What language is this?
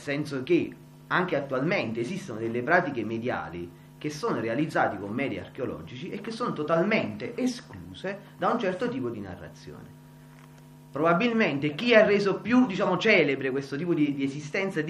Italian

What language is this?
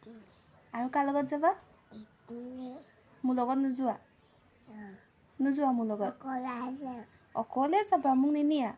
Assamese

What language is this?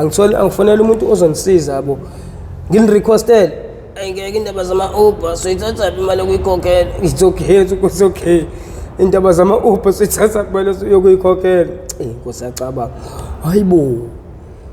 Zulu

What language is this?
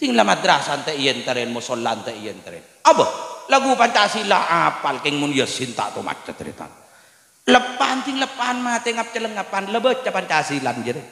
Madurese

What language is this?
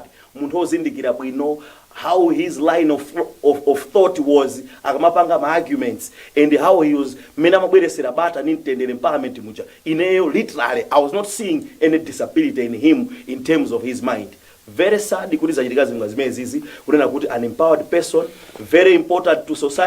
Nyanja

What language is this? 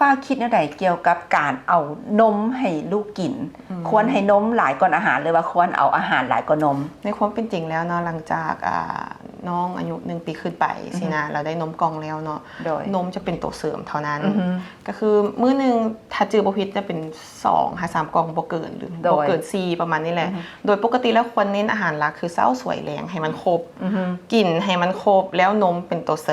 Lao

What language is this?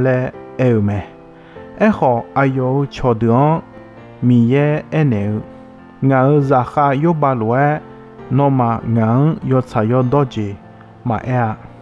Akha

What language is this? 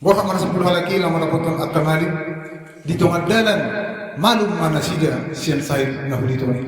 Batak Toba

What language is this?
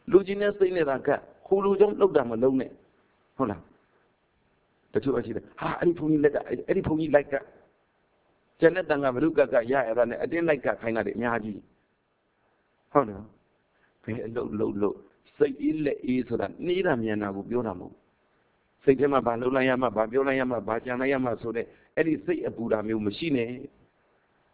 Burmese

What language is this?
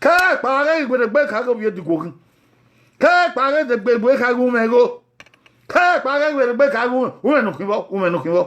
Bini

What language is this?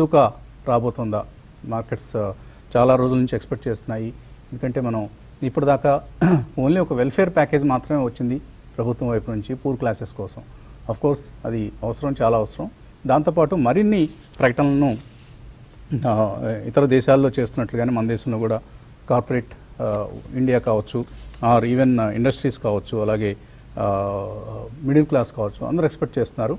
Telugu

